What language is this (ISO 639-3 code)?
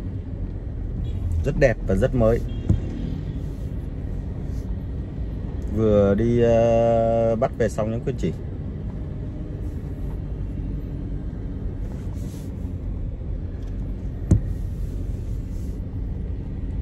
vie